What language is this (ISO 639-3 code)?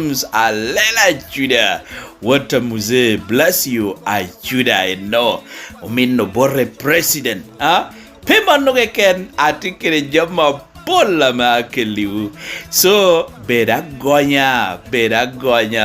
laj